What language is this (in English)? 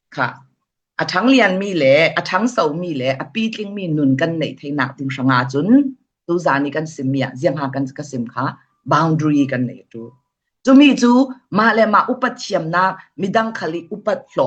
Falam Chin